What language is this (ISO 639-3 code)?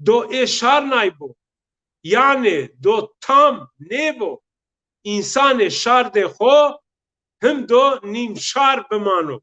zza